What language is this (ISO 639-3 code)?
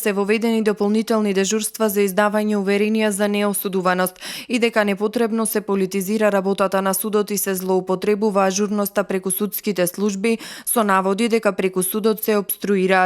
mkd